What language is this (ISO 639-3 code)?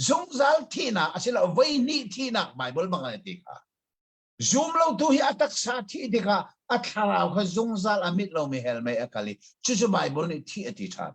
cnh